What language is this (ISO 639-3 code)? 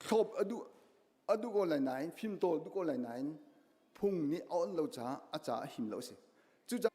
cnh